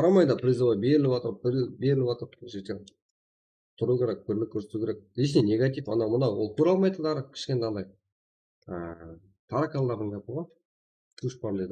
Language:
Kara-Kalpak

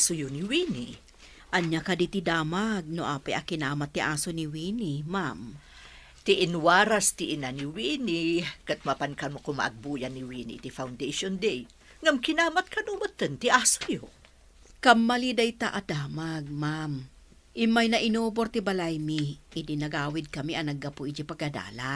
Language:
Iloko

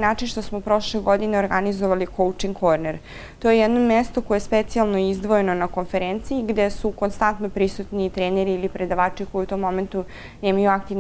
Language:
Serbian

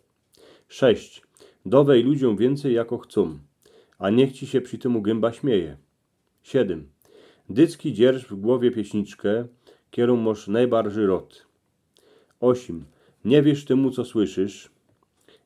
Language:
Silesian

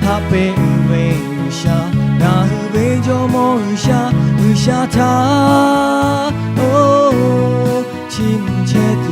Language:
Lahu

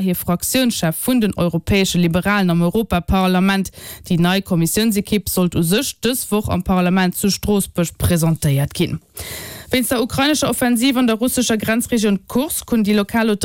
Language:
Luxembourgish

